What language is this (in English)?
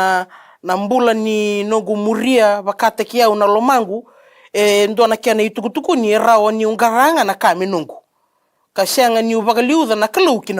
Fijian